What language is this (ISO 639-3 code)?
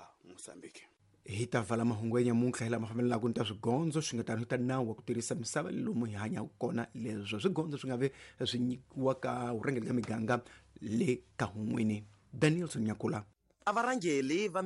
tso